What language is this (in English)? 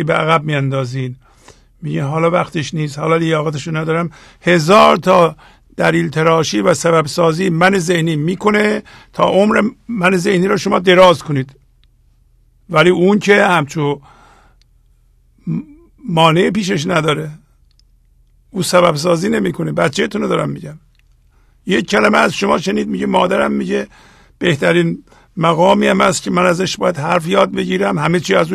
Persian